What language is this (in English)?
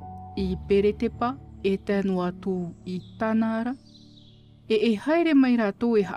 Tahitian